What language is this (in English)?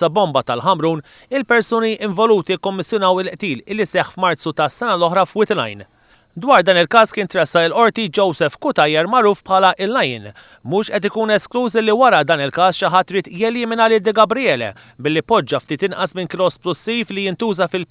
Maltese